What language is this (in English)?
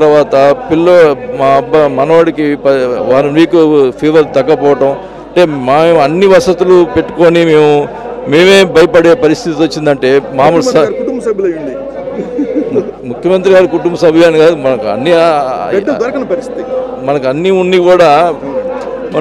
Telugu